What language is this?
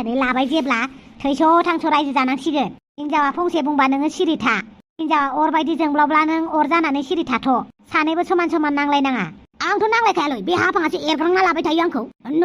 Bodo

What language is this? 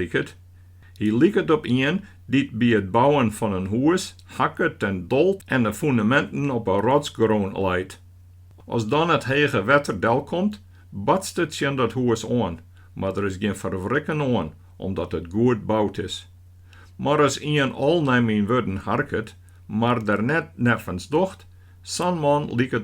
Western Frisian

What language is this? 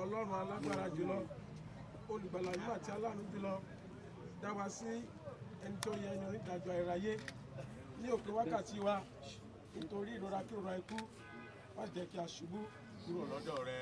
Yoruba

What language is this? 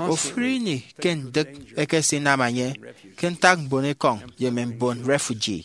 Efik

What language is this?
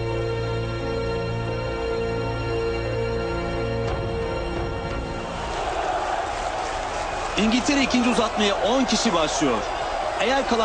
Turkish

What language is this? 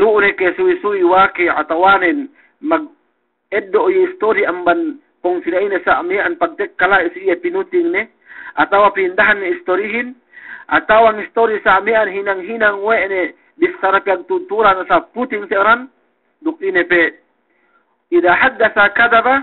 Yakan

